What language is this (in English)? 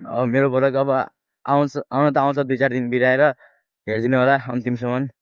Nepali